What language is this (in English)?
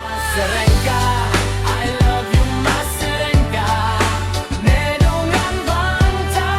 Karbi